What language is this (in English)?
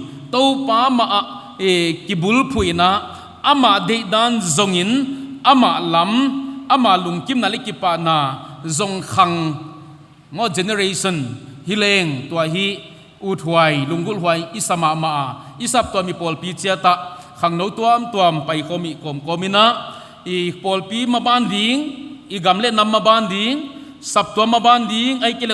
Paite Chin